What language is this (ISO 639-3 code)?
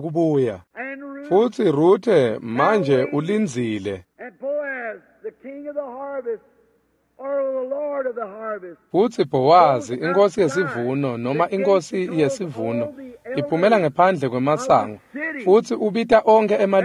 ssw